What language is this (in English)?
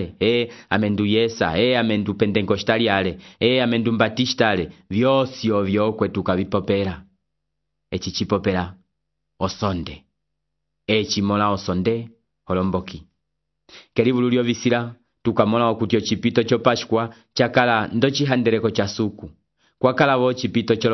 Umbundu